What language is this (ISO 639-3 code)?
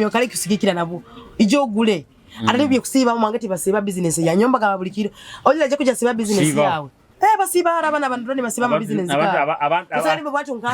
nyo